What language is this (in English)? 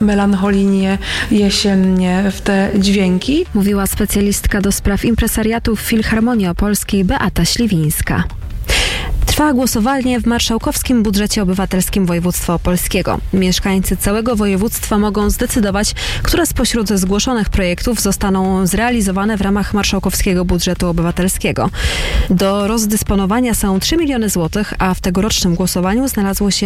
Polish